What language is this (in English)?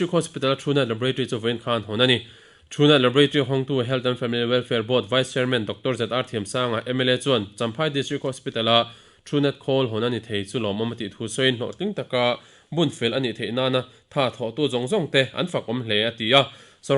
Mizo